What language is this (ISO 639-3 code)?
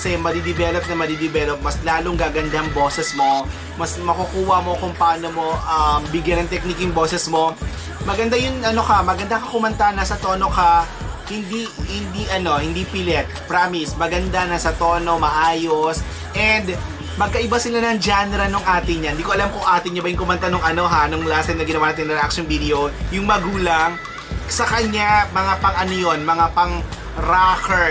fil